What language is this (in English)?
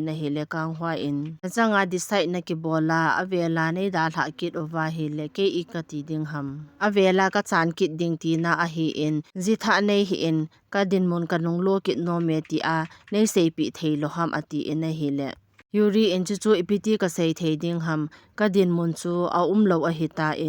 Thado Chin